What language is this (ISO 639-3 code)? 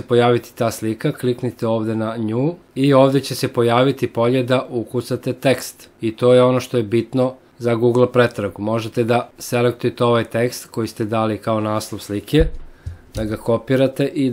srp